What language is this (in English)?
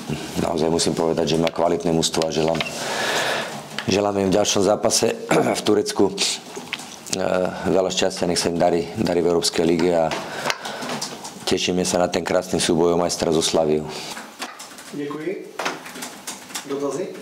Slovak